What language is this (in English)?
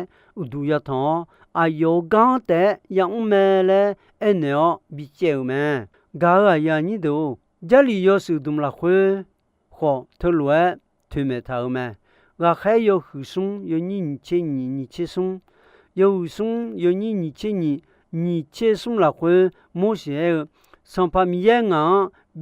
Akha